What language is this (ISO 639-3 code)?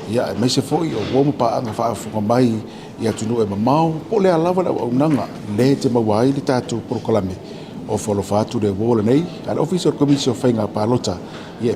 smo